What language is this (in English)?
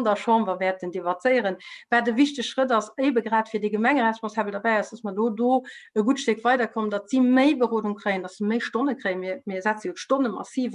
Luxembourgish